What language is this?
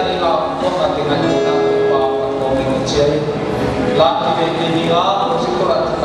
Paite Chin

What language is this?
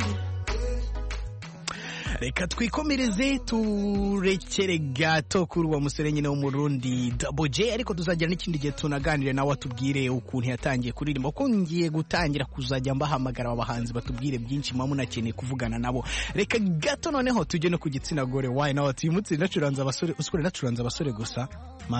Kinyarwanda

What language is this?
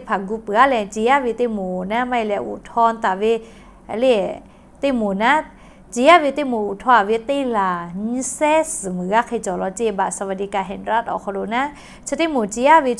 Lahu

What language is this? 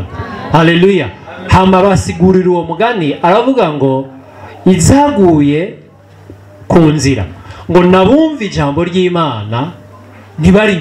Rundi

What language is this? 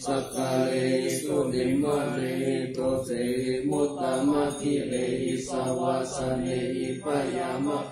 Pali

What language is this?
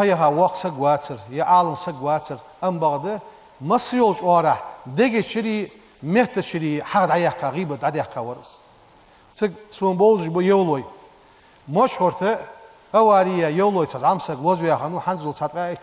Ingush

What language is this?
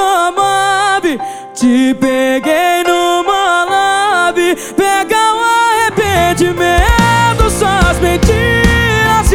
Portuguese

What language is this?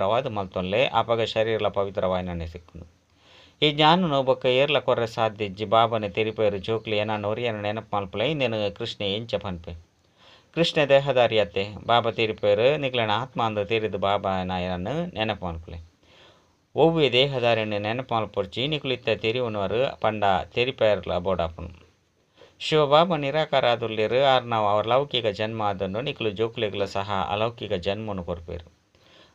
Tulu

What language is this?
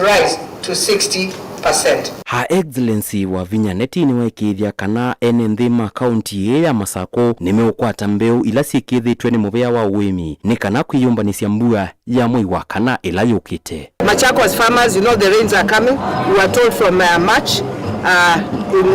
Kamba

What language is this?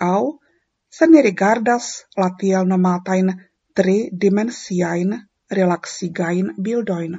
Esperanto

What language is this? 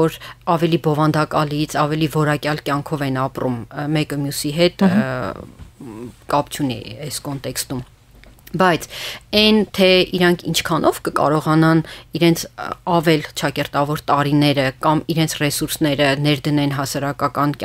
Armenian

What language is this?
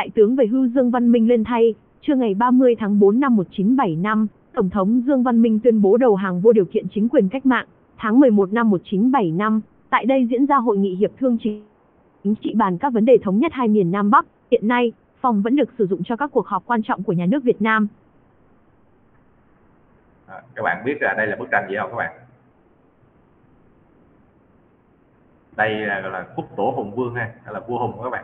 Vietnamese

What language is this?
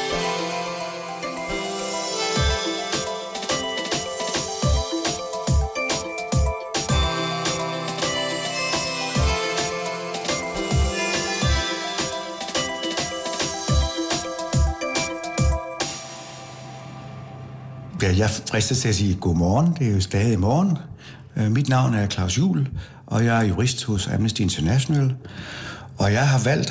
Danish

